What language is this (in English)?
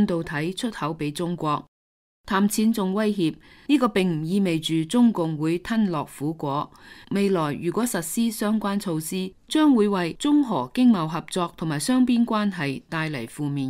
Cantonese